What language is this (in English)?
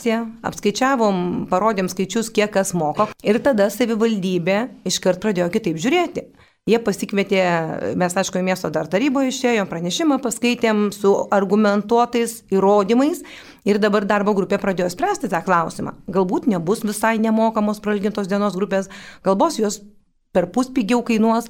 Lithuanian